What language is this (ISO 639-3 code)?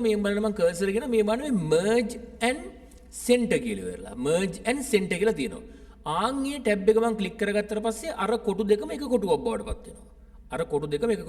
sin